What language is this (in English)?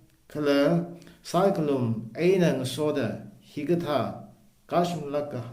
Tangkhul Naga (India)